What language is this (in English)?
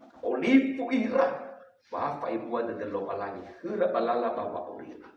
Nias